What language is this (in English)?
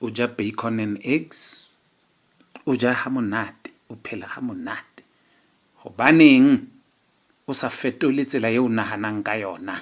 Southern Sotho